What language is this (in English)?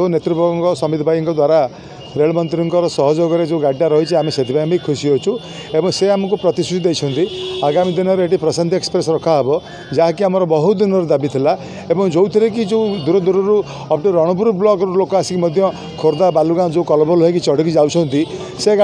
Odia